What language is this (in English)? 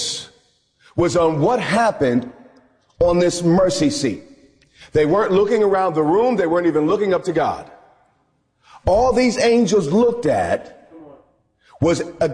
English